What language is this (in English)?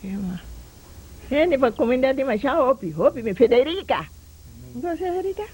Papiamento